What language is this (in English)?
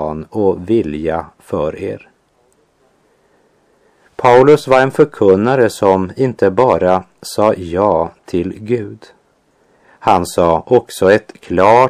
Swedish